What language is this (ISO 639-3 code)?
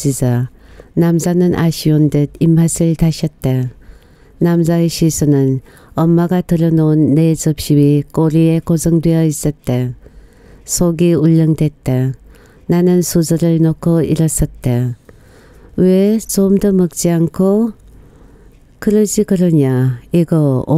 kor